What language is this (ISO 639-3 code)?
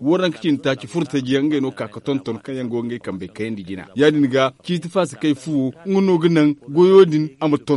dje